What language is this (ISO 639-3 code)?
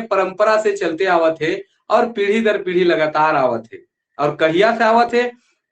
sck